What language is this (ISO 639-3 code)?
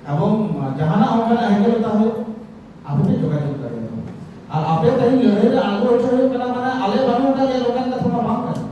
sat